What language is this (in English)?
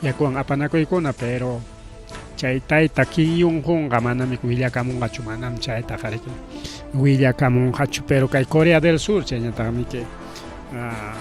Ayacucho Quechua